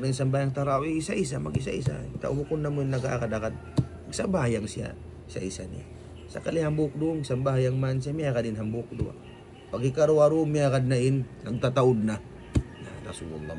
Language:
Tausug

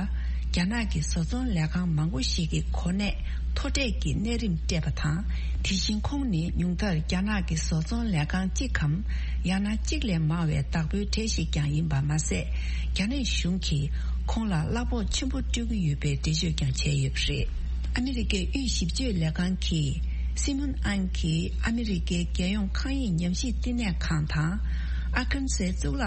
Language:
Tibetan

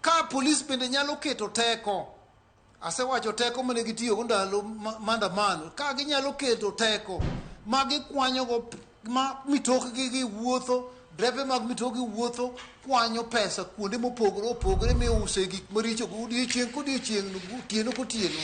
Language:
Luo (Kenya and Tanzania)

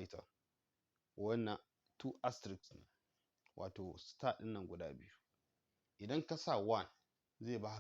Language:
Hausa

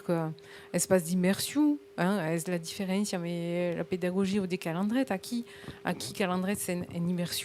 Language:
Occitan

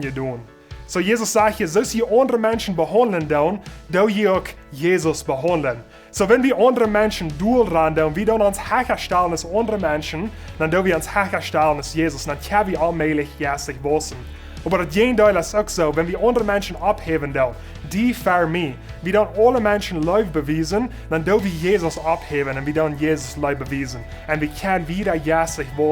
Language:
Plautdietsch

